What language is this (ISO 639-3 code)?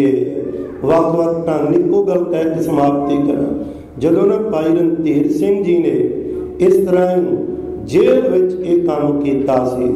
pan